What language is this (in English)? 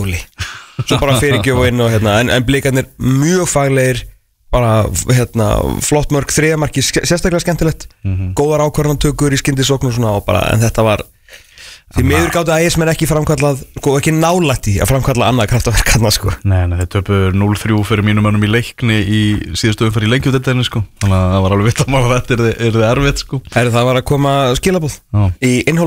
Icelandic